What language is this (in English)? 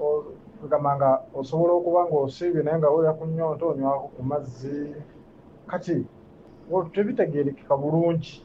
Ganda